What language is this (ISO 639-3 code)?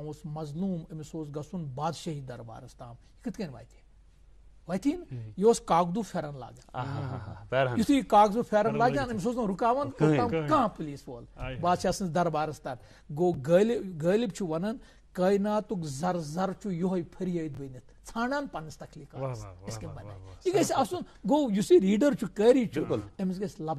kas